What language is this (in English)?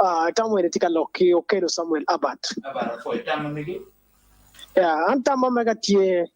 Acoli